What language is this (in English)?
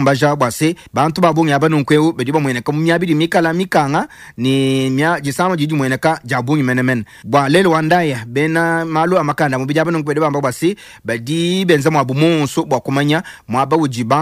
Luba-Lulua